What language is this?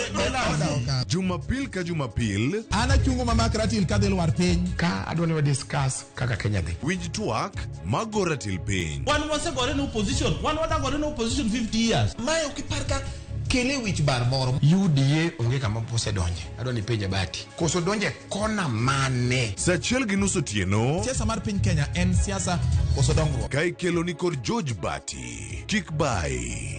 Luo (Kenya and Tanzania)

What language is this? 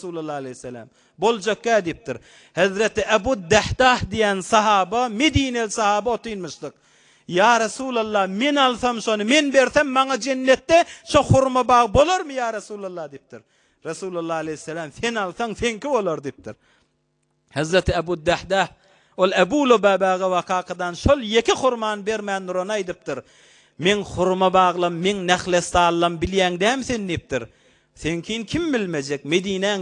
Turkmen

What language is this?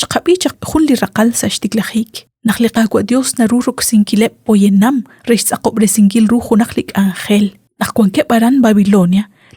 Kekchí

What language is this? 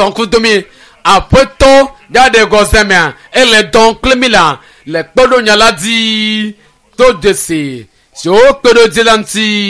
Ewe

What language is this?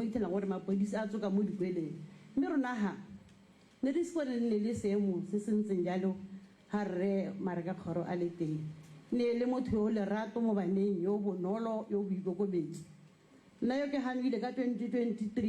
Tswana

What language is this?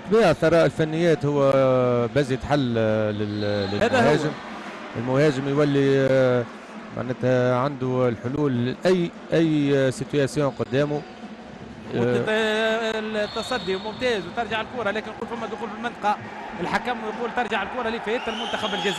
Tunisian Arabic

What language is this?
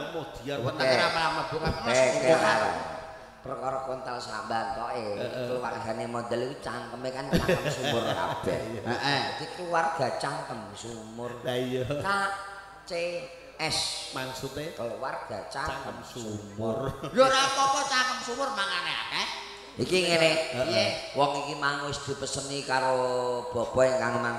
Javanese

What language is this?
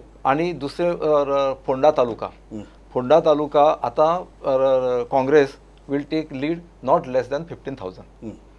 Konkani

